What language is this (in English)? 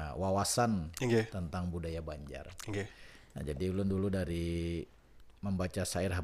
Banjar